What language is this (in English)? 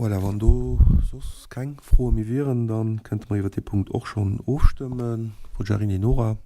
Luxembourgish